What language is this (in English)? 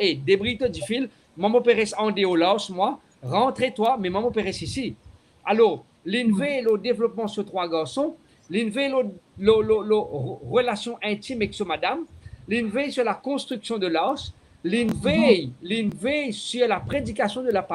Morisyen